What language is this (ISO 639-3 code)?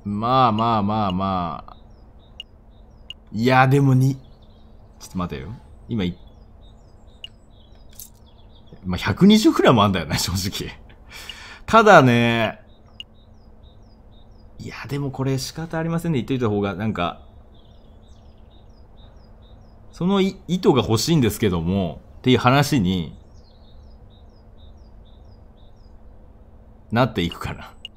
jpn